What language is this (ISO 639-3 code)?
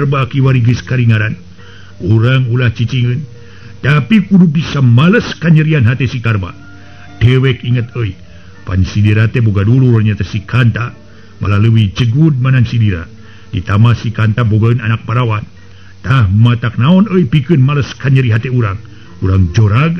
sun